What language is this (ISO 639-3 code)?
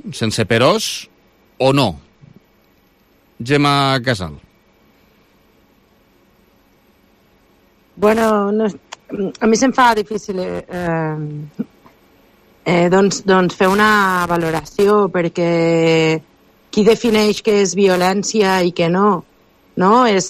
cat